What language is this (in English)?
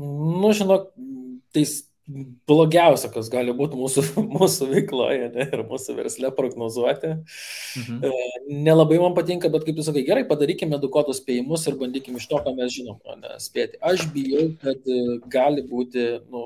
Lithuanian